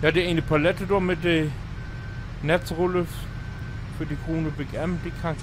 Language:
Low German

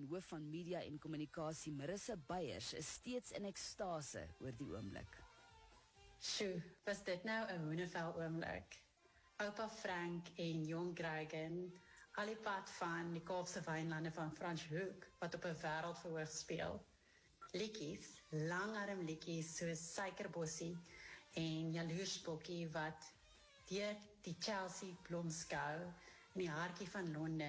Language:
Afrikaans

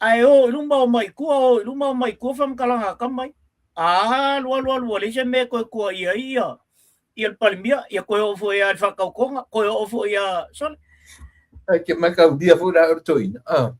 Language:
Samoan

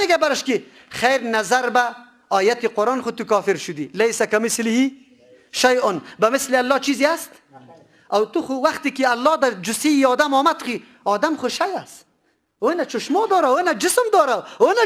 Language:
Persian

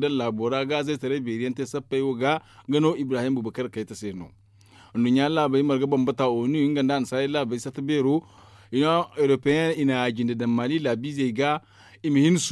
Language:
Zarma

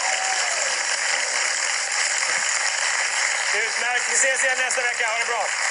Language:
Swedish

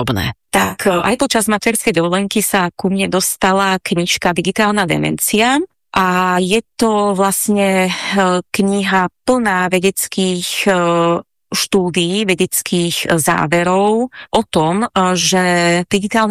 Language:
Slovak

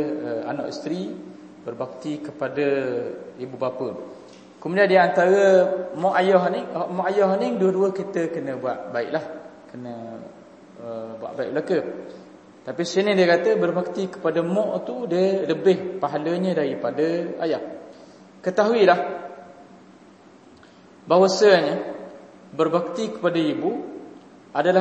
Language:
Malay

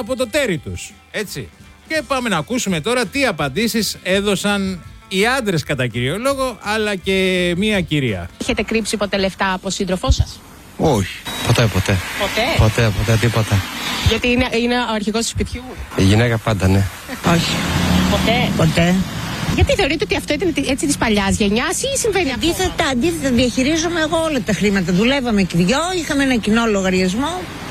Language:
Greek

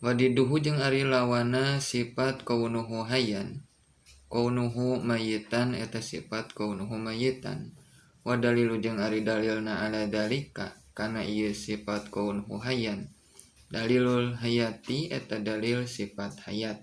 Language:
Sundanese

